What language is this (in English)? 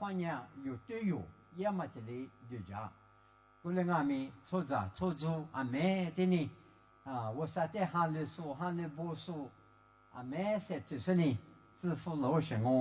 Lisu